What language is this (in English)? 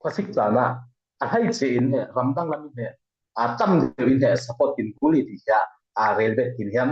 Falam Chin